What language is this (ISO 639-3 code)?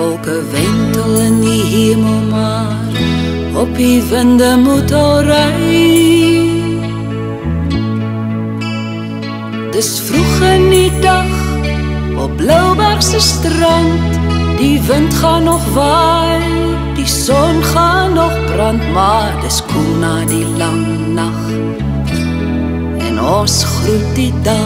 afr